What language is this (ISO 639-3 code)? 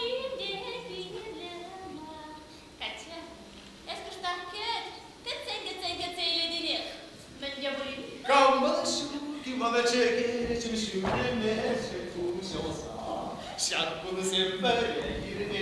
chv